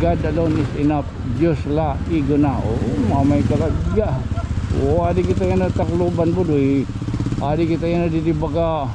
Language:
Waray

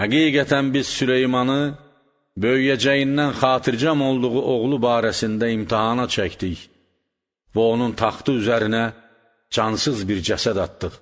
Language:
Azerbaijani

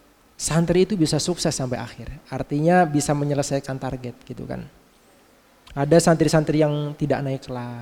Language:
Indonesian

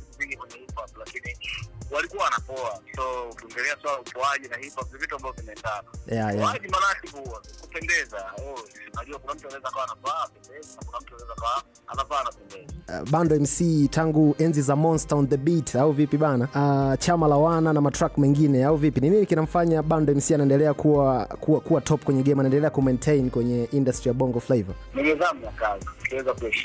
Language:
Swahili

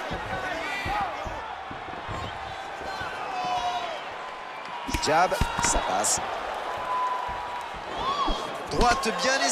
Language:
French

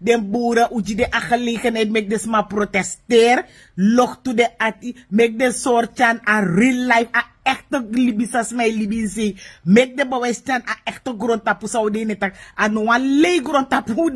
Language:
Sranan Tongo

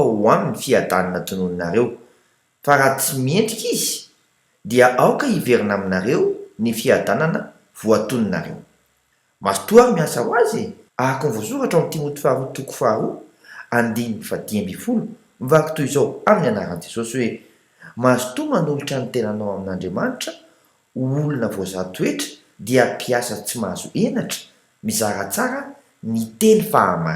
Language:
Malagasy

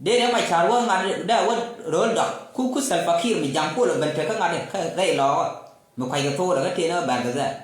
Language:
Nuer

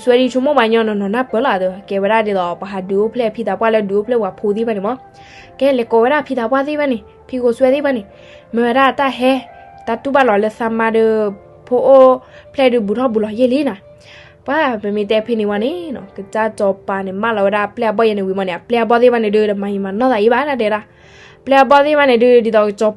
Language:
S'gaw Karen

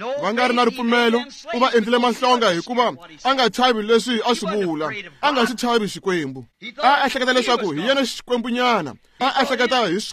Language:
Tsonga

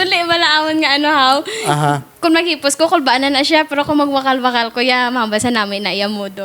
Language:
Hiligaynon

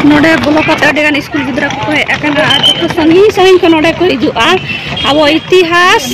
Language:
Santali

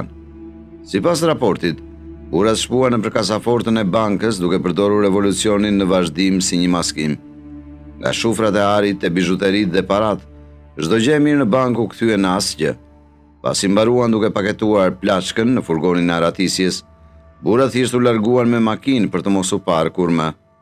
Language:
Albanian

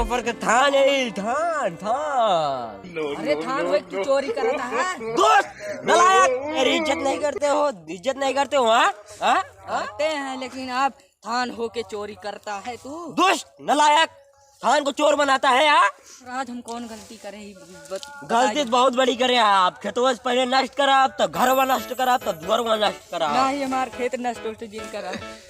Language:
Awadhi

